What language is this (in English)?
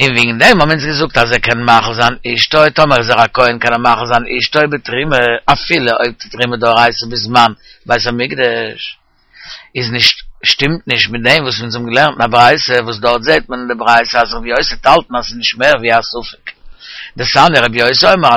Yiddish